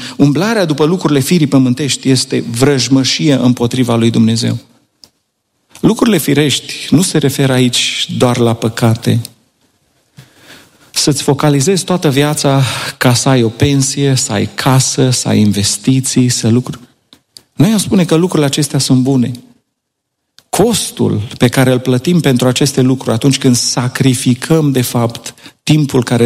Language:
Romanian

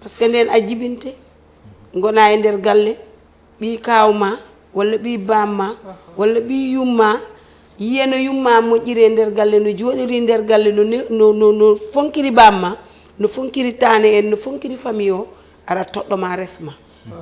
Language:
Fula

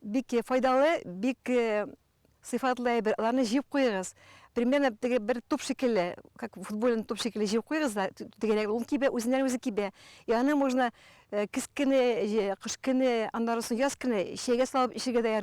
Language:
Tatar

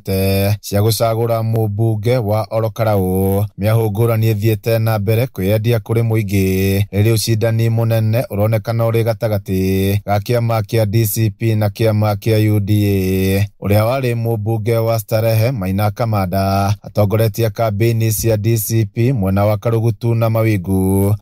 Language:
Kikuyu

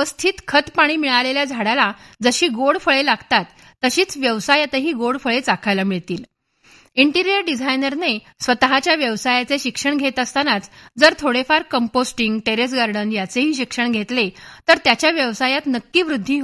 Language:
Marathi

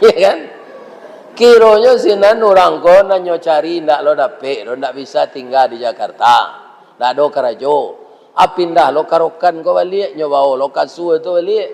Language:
Minangkabau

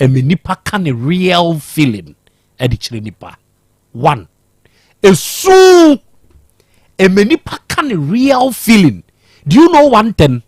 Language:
Akan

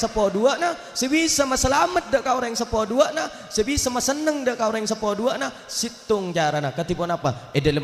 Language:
Madurese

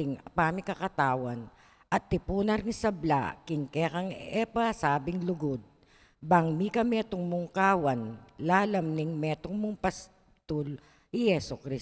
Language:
Pampanga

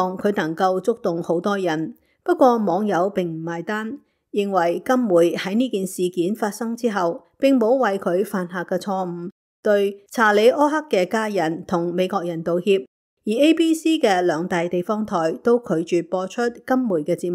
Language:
Cantonese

